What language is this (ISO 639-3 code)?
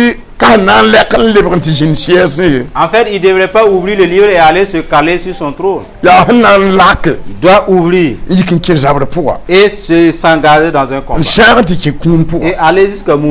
mos